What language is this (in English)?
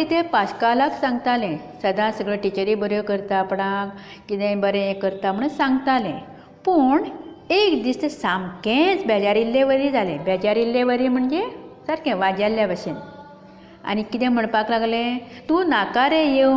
Konkani